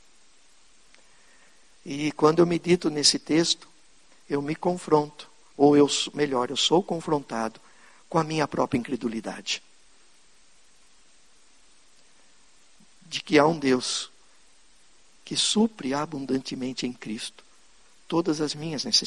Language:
Portuguese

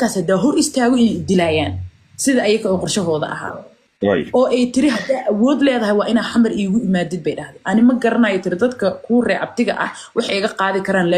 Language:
Somali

